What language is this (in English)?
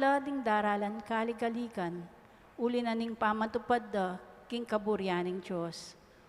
Pampanga